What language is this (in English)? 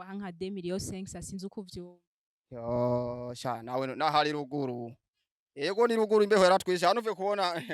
Rundi